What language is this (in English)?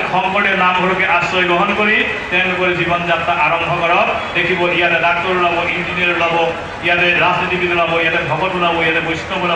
Assamese